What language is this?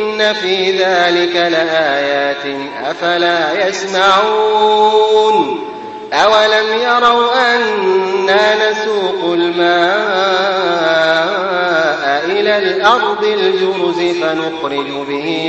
Arabic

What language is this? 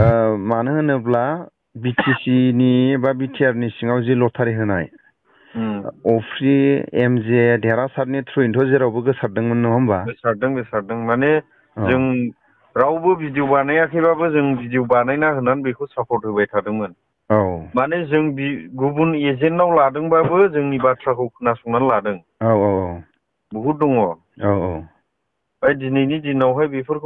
Bodo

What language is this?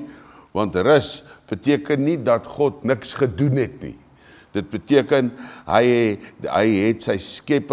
Afrikaans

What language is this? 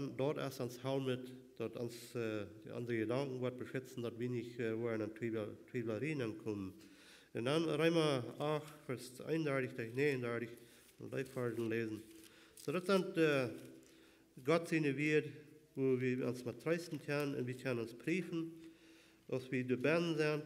Plautdietsch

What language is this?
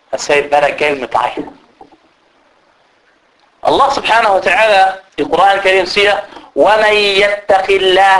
Danish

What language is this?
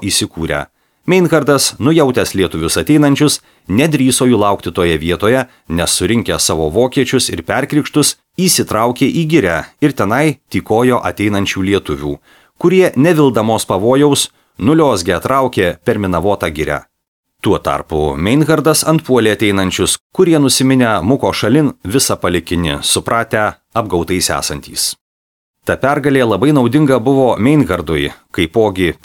Lithuanian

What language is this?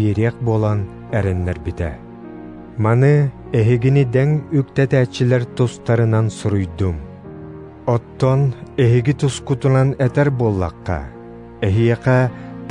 Yakut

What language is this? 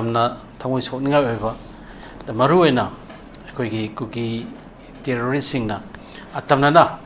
Manipuri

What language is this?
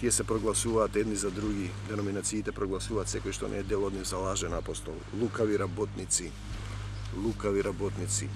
Macedonian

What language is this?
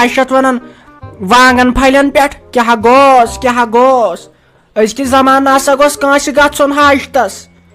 Kashmiri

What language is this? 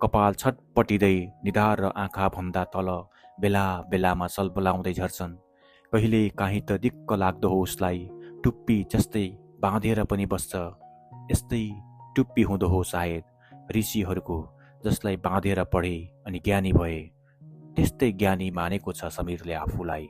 Nepali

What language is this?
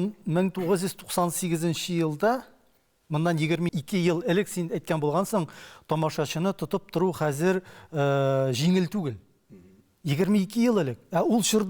Tatar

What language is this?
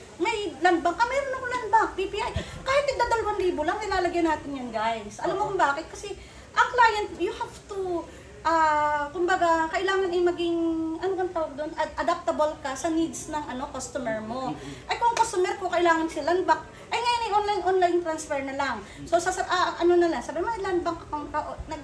Filipino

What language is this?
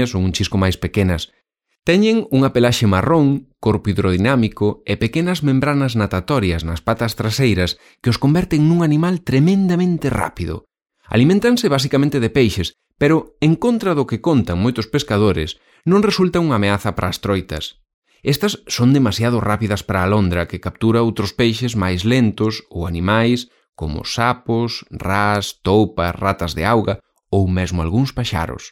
Galician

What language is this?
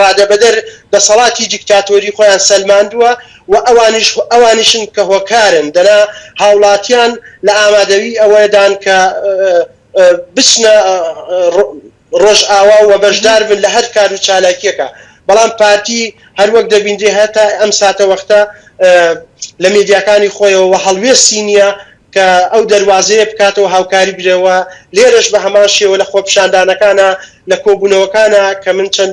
Central Kurdish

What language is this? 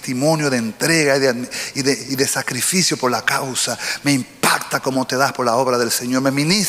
Spanish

